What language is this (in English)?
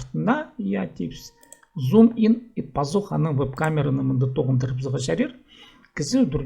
Khakas